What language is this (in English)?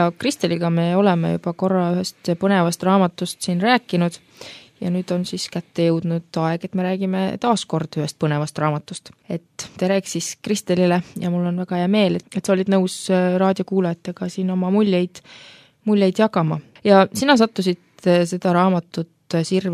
Estonian